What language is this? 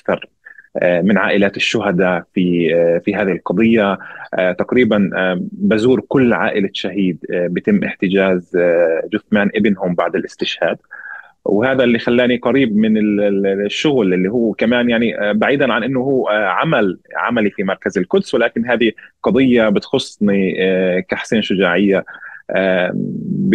North Levantine Arabic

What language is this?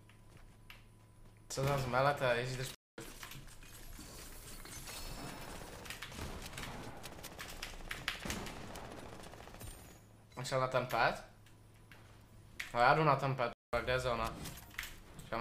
Czech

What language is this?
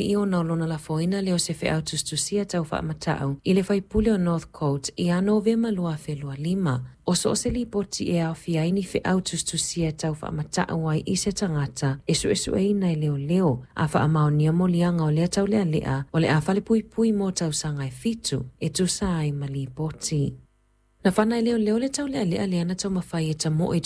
Samoan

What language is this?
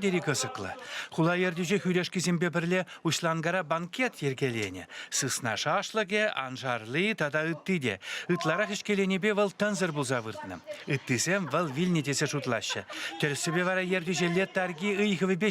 Chuvash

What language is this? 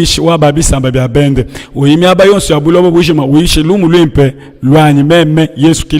Luba-Lulua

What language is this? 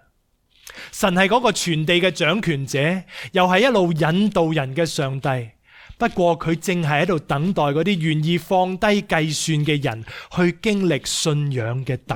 Cantonese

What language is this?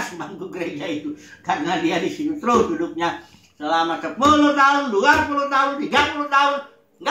Indonesian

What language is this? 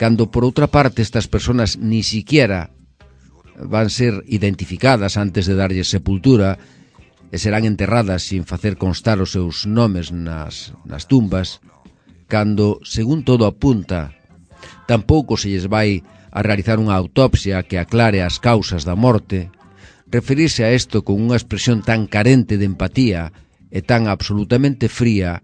Galician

